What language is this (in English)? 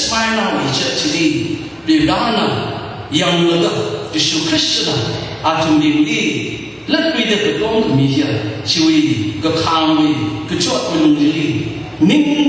Tangkhul Naga (India)